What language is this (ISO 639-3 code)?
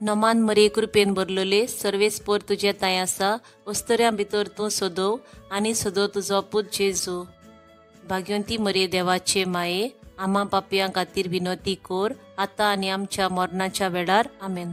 kok